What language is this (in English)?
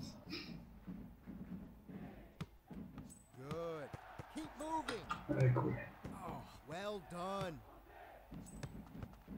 Bulgarian